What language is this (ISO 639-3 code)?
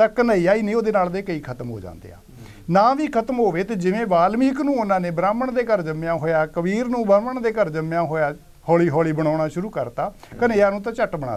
pan